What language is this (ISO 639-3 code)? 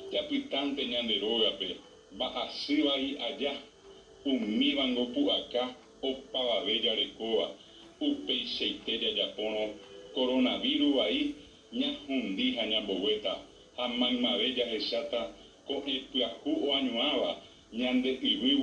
grn